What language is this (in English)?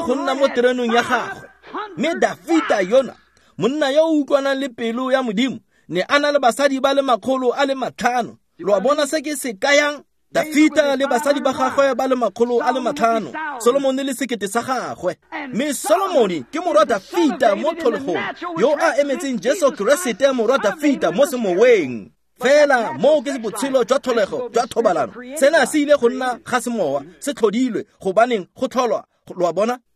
Tswana